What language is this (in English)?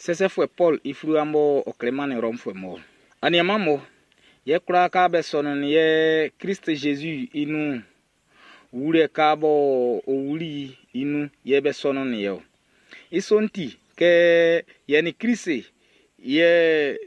Baoulé